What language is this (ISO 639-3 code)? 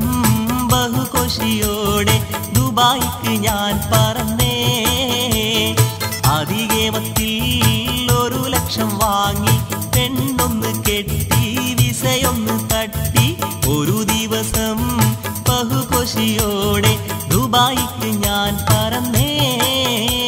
mal